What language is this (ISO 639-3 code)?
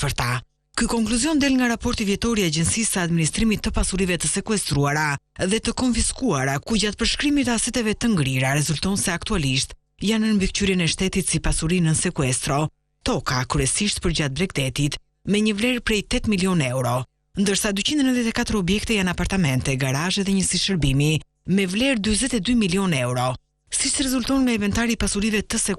sqi